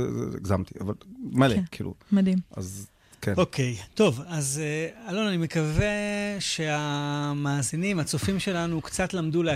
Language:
Hebrew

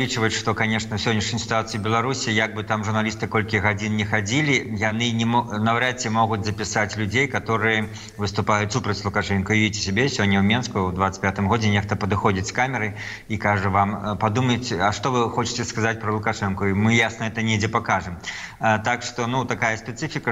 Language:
Belarusian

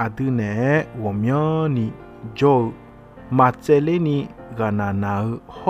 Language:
Akha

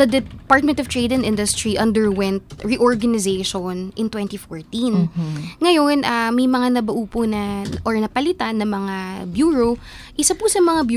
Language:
Filipino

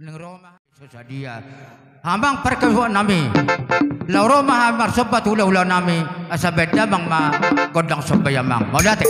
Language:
Batak Toba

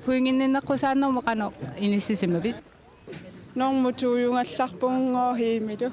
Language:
Kalaallisut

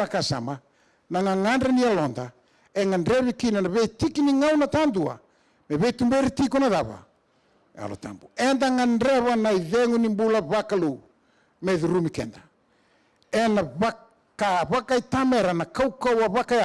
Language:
Fijian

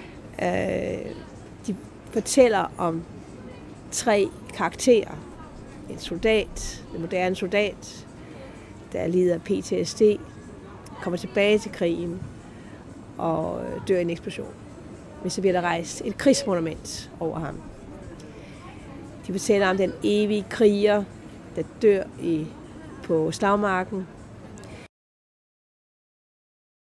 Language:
Danish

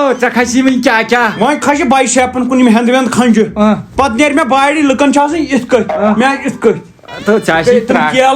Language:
Kashmiri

